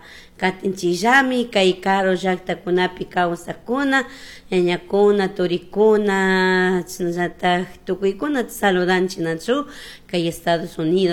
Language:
Chimborazo Highland Quichua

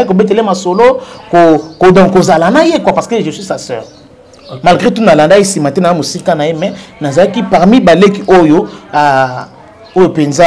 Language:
Lingala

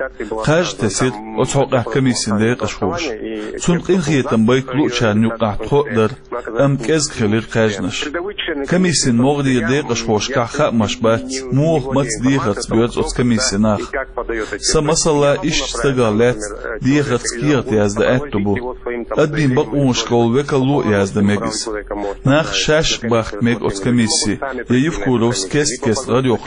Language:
Chechen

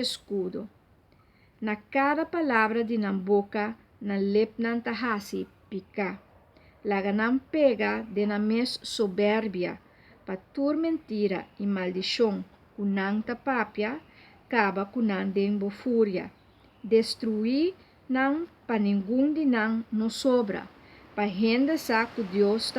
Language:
Papiamento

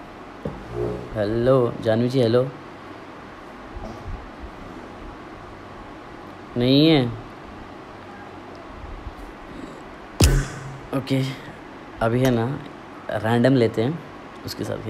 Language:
Hindi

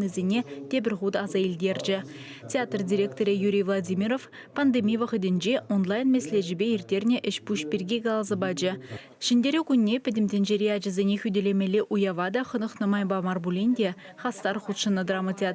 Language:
Chuvash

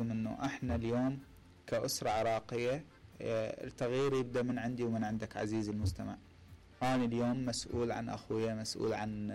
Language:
Mesopotamian Arabic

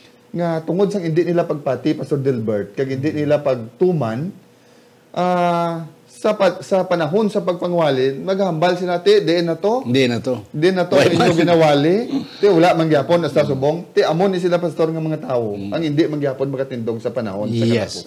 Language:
Hiligaynon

